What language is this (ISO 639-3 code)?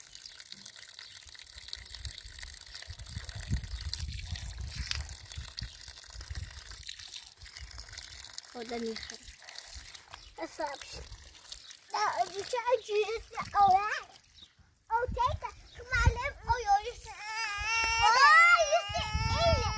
fas